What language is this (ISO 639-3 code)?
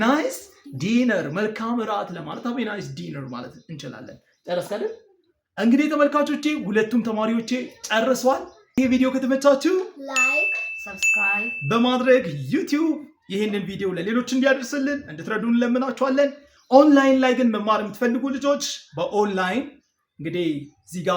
amh